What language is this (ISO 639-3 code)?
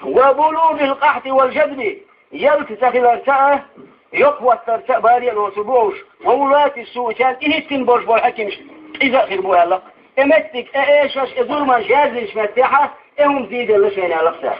che